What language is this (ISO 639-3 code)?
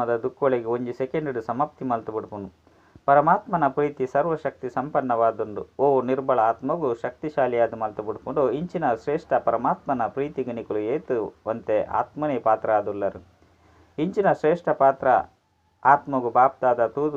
tcy